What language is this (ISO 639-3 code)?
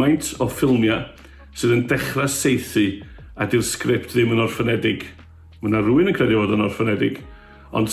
cym